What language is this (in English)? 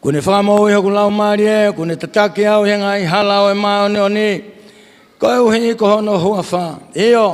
Tongan